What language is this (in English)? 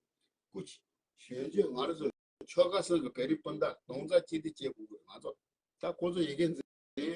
Tibetan